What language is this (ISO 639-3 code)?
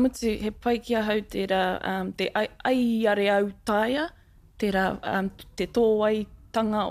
mri